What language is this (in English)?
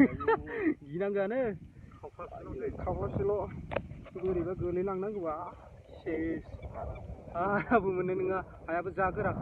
Bodo